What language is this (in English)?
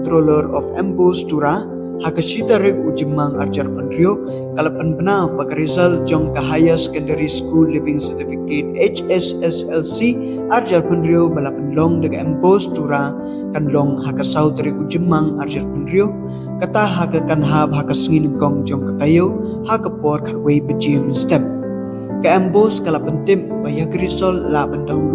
Khasi